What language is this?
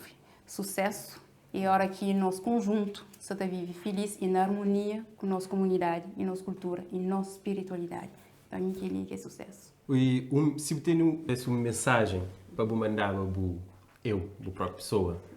Kabuverdianu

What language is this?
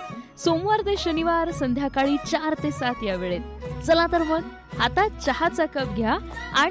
Marathi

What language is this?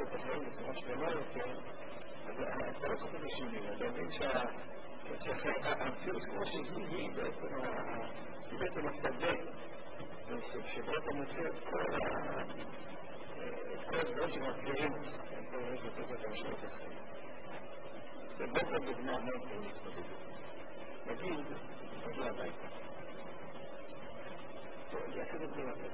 Hebrew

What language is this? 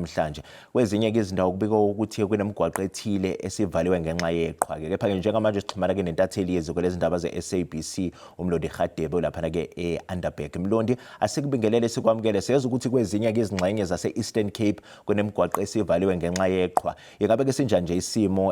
Zulu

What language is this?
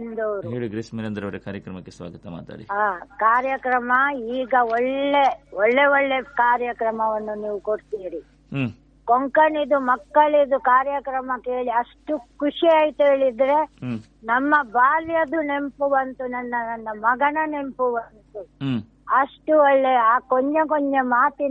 Kannada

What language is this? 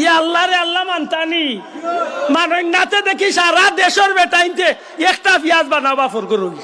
Sylheti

